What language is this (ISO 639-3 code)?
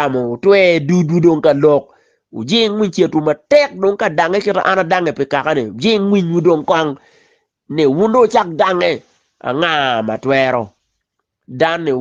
ach